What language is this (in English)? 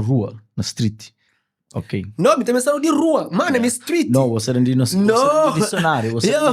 Kabuverdianu